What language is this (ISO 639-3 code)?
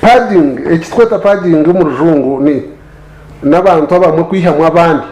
nyn